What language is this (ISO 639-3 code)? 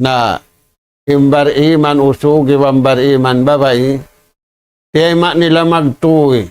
tsg